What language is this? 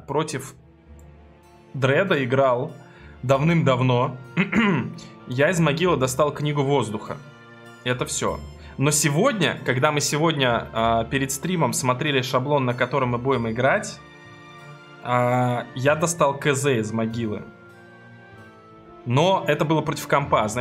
Russian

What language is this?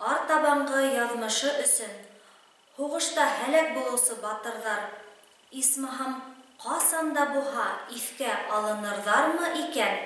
Bashkir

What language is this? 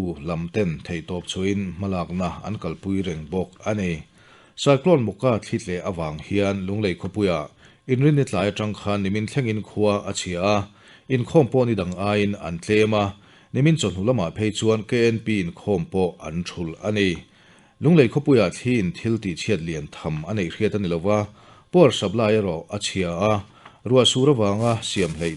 Mizo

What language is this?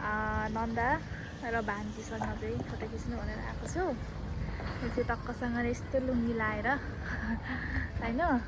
Nepali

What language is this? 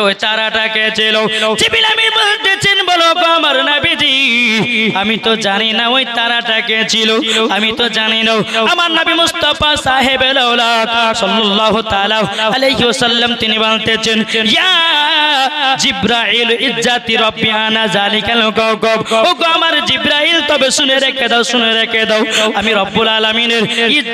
Bangla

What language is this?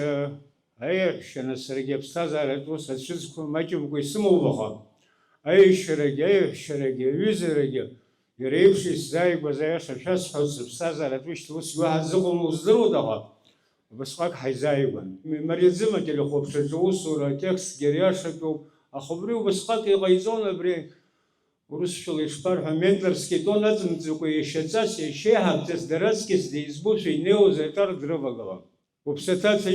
Abkhazian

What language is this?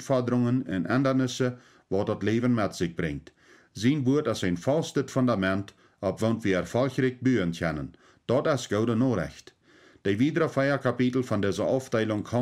Plautdietsch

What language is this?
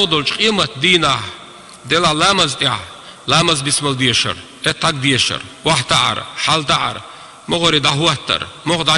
Chechen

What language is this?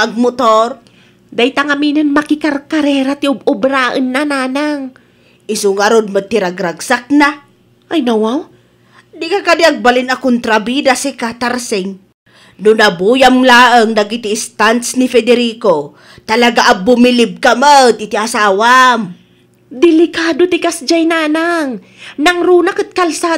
Iloko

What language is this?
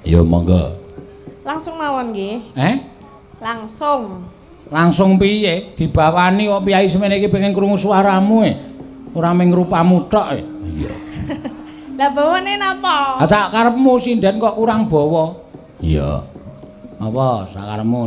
Javanese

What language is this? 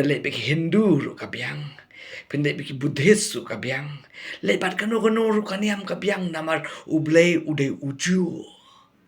Khasi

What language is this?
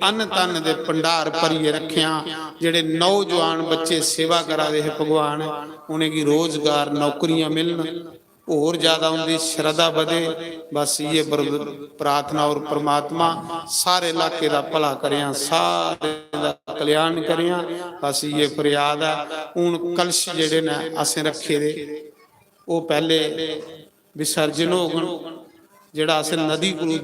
Dogri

